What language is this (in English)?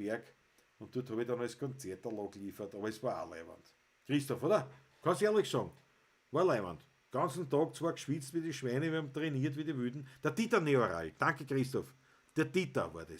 Bavarian